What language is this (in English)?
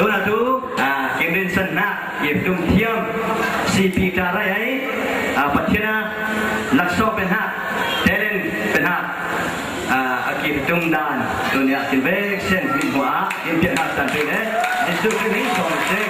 Falam Chin